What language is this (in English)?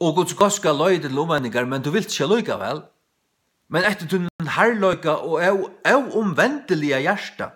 Faroese